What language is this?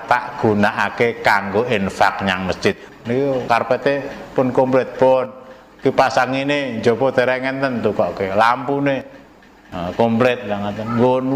Javanese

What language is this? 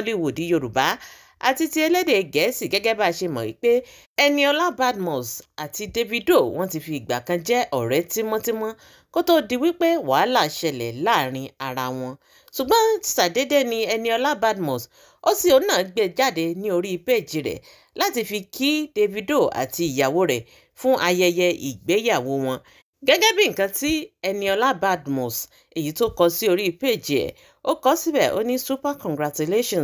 Yoruba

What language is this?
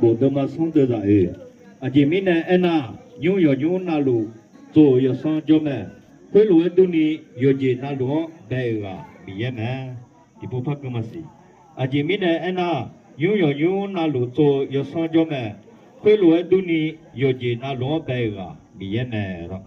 Akha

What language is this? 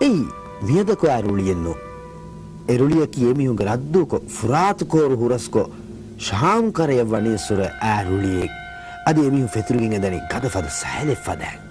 Divehi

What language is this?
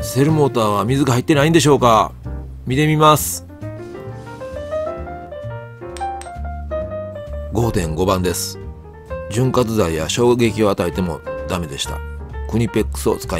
Japanese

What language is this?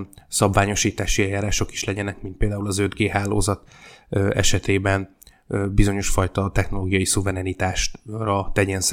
Hungarian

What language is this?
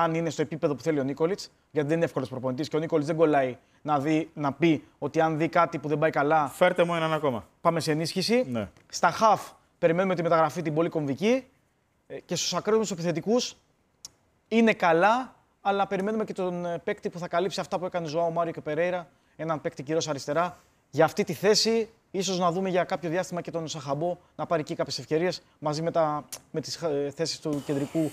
Greek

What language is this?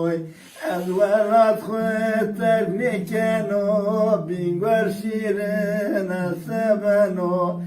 Zaza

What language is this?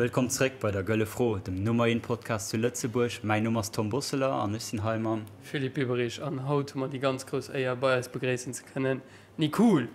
Luxembourgish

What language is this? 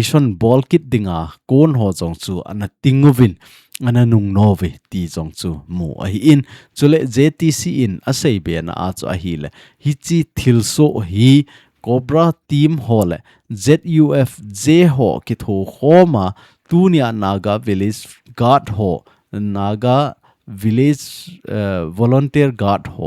Thado Chin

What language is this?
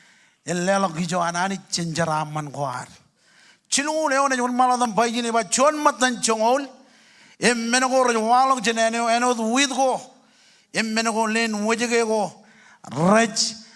Marshallese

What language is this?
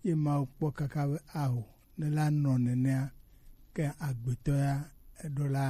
Gen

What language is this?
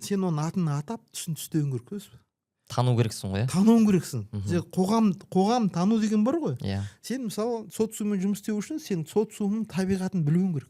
Kazakh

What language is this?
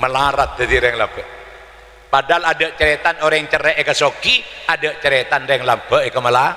Madurese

